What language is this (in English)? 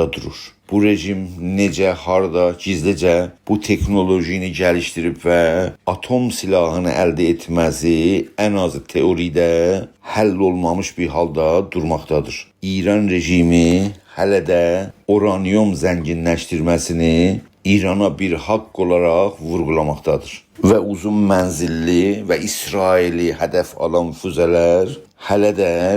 South Azerbaijani